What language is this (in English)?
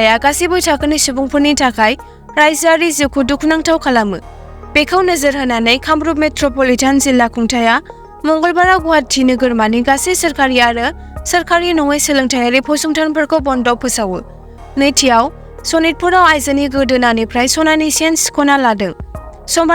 Bodo